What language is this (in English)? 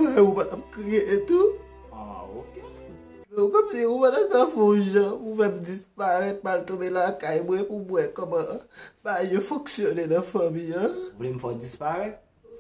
Haitian Creole